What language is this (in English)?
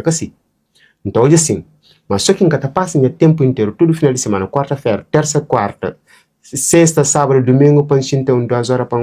Kabuverdianu